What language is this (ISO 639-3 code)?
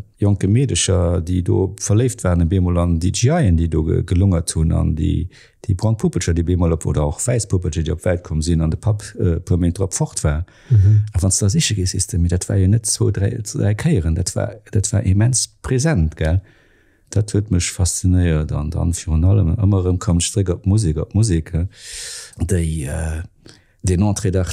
ltz